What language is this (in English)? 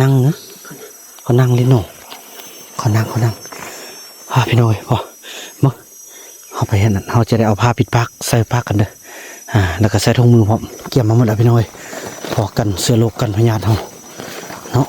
Lao